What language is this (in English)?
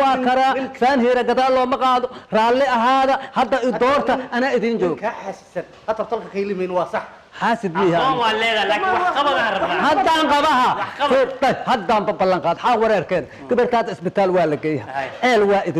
Somali